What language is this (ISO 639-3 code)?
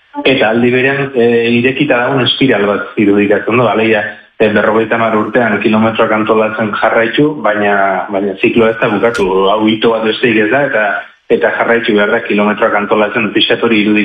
eus